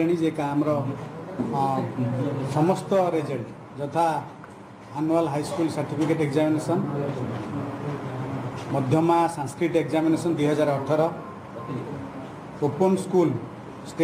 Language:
Odia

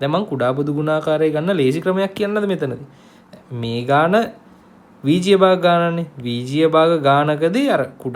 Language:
Sinhala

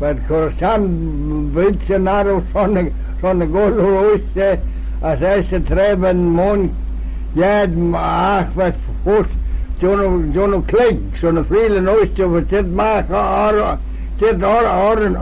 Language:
Manx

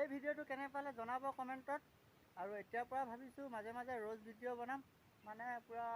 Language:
Assamese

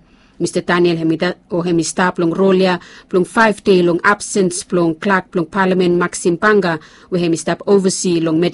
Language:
Bislama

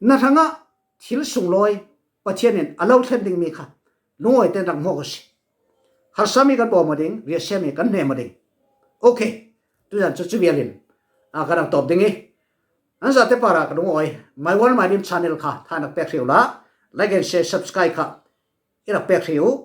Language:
Falam Chin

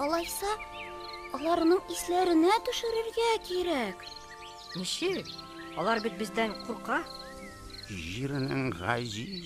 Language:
Tatar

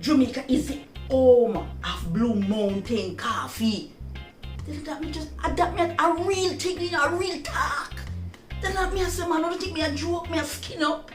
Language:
Jamaican Creole English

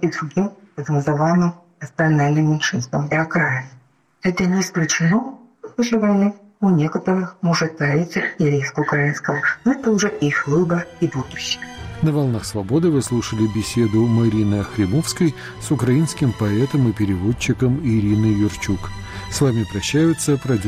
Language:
Russian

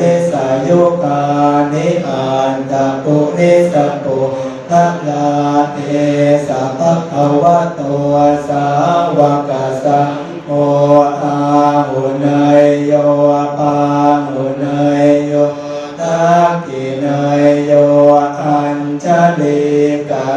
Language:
Pali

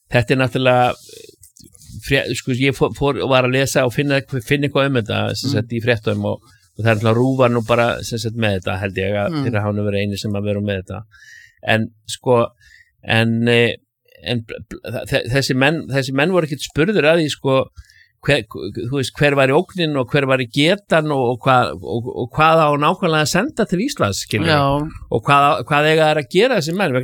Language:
Icelandic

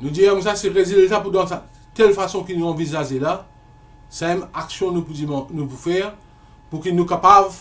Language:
Morisyen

